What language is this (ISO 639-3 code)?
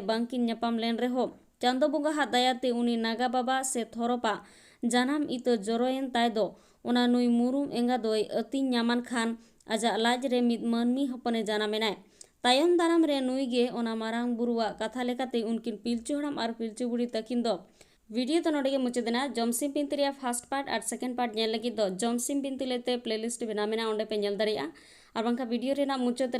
sat